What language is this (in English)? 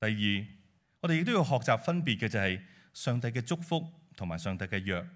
Cantonese